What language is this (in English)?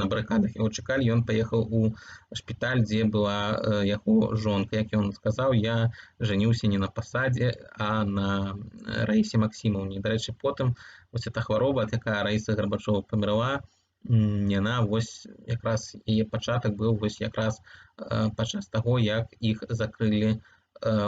Belarusian